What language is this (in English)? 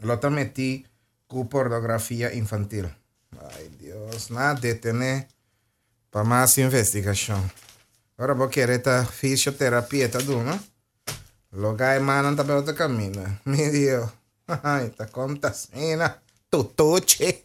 Papiamento